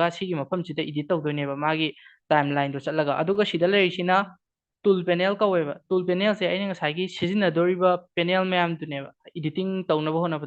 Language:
Manipuri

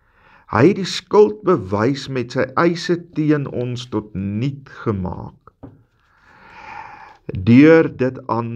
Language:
Afrikaans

